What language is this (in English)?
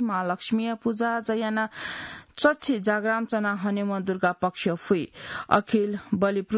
Newari